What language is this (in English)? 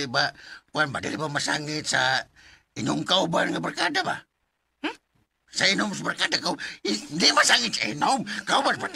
Cebuano